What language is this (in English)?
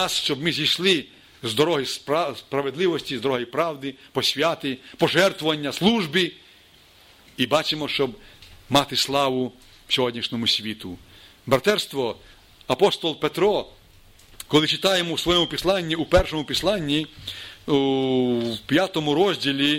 Ukrainian